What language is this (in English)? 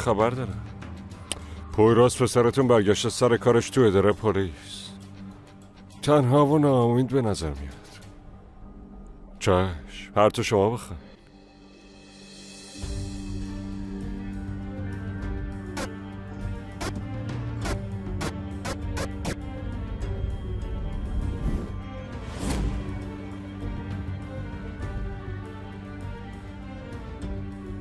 Persian